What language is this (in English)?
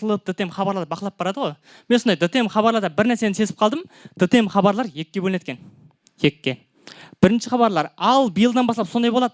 Kara-Kalpak